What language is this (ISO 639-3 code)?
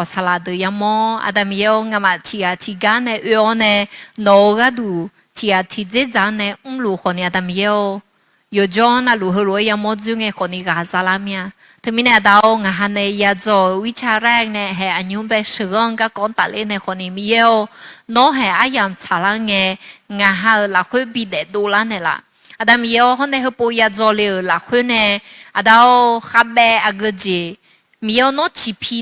ahk